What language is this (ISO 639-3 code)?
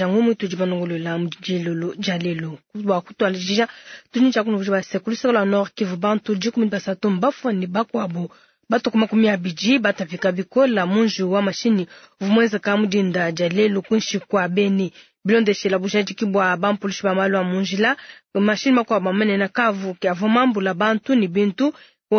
lua